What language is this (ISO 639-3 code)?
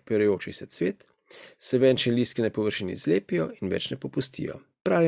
slv